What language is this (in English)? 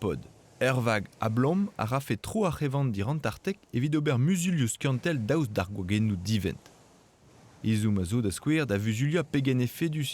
Breton